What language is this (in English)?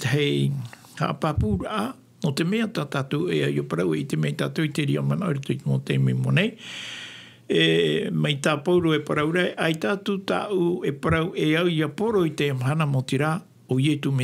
Tahitian